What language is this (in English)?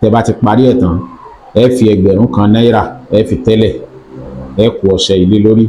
Yoruba